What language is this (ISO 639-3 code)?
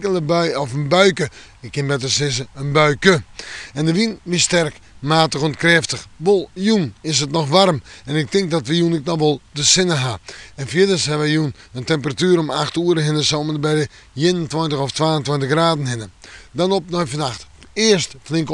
fry